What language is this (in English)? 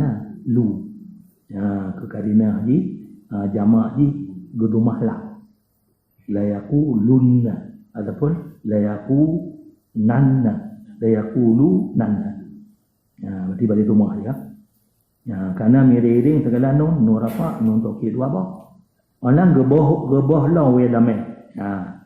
Achinese